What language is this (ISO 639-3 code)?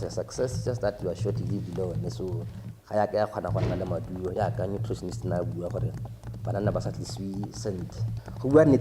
tsn